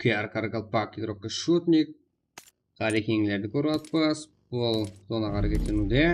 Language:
Kara-Kalpak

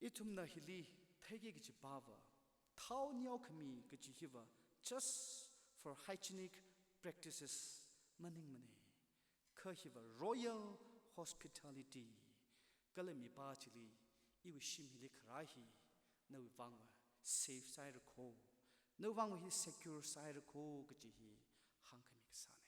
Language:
Tangkhul Naga (India)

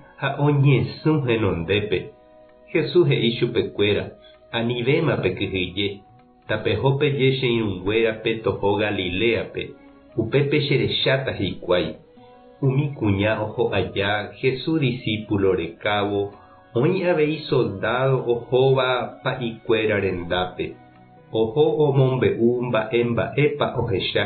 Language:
Guarani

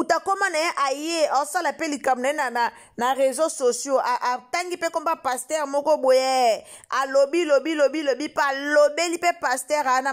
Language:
Lingala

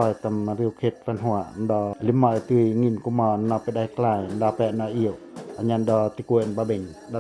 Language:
Pacoh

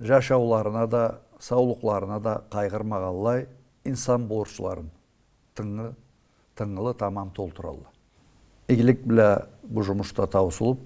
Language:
Karachay-Balkar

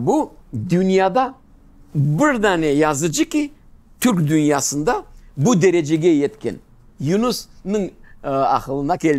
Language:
Crimean Tatar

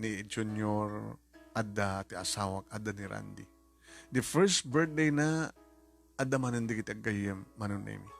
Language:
Iloko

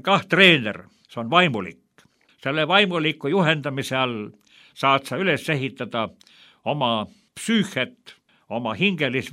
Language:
Estonian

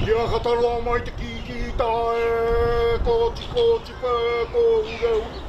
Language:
Māori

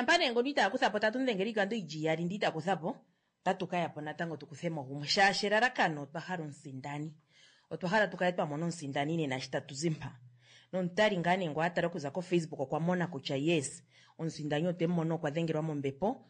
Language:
Kuanyama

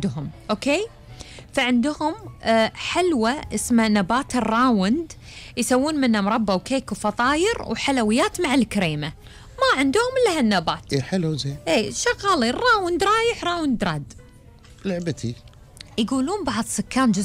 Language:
Gulf Arabic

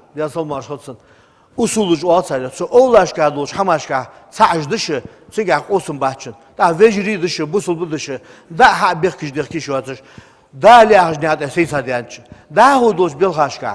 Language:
Ingush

